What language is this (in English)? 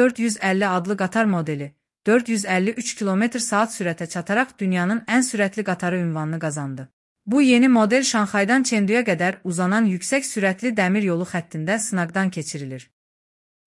Azerbaijani